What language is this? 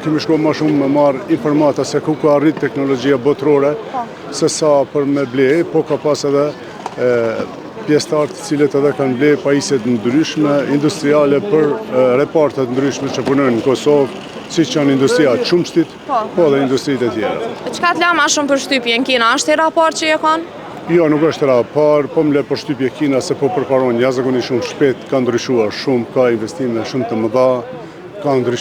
Albanian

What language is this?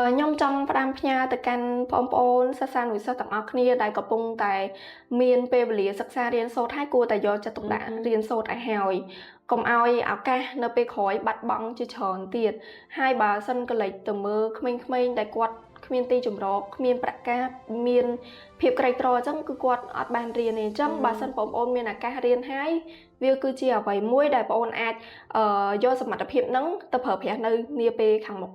Khmer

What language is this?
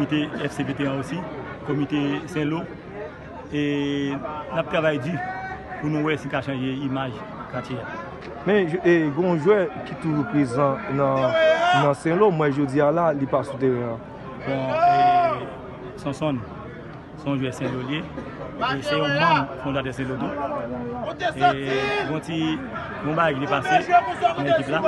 Haitian Creole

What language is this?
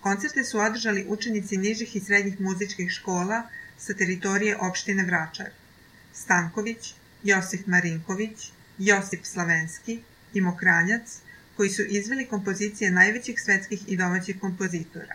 Serbian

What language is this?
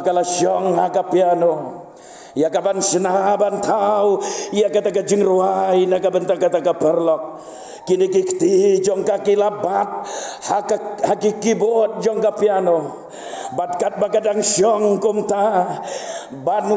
Khasi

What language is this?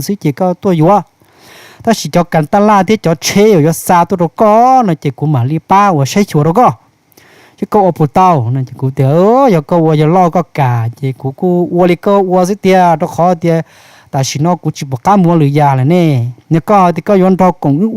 Hmong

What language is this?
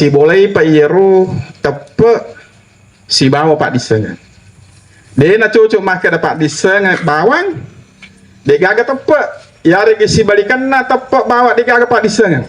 Buginese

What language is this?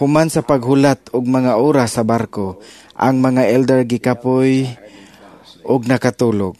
Cebuano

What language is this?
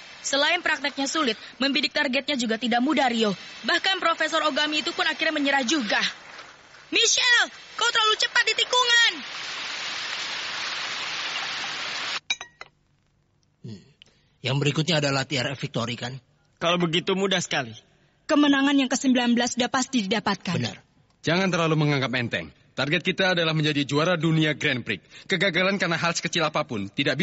Indonesian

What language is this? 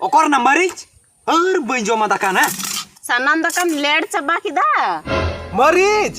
Santali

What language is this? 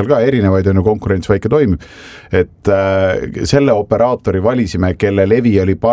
Estonian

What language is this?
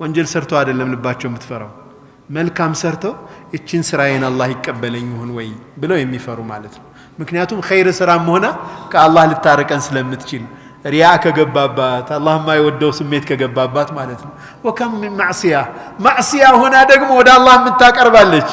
Amharic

